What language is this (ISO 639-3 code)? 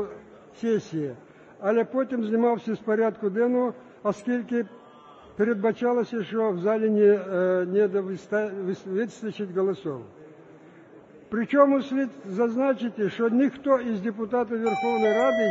ukr